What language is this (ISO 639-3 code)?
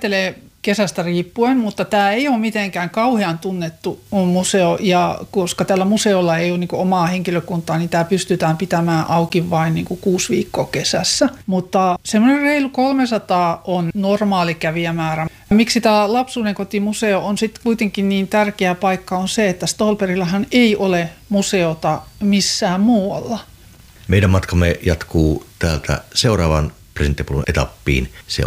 fin